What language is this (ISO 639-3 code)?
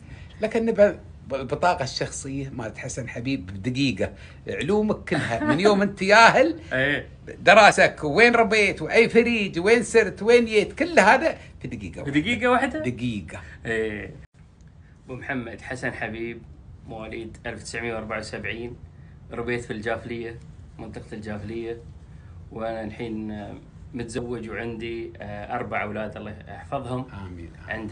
afb